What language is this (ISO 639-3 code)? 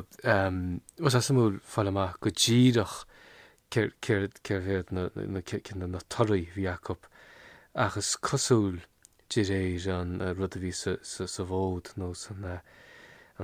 gle